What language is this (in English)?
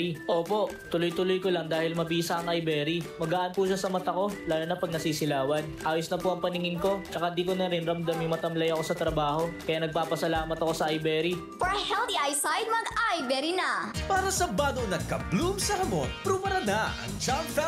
Bikol